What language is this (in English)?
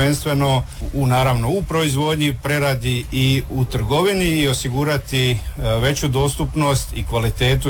Croatian